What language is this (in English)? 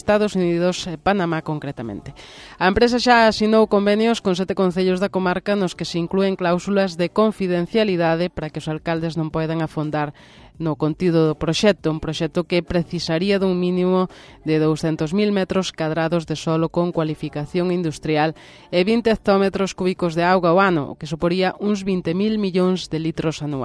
Galician